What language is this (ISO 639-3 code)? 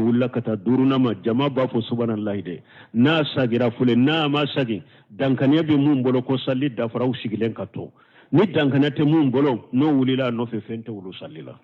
bam